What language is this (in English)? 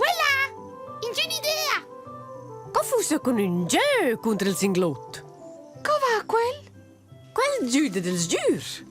Romansh